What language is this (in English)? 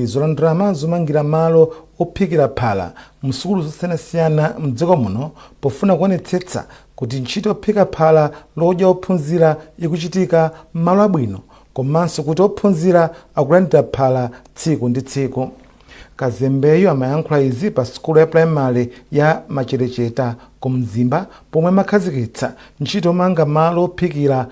Nyanja